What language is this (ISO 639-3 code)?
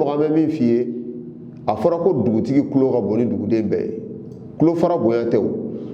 bam